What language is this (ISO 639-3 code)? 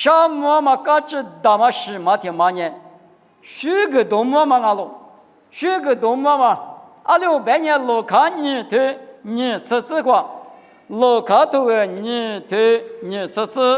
lis